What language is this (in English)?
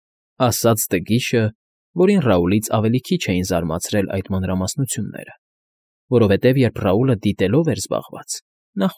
Armenian